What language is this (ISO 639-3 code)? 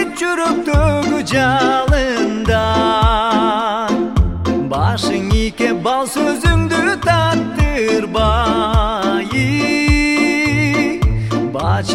kir